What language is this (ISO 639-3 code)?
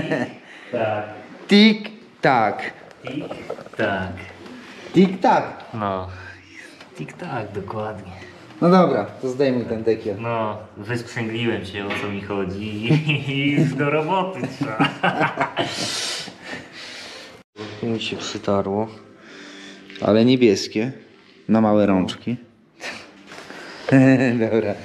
pol